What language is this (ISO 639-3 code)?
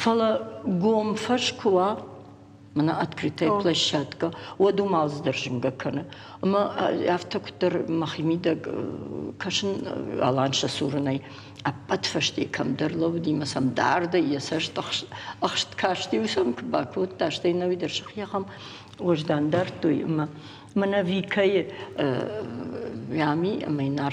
oss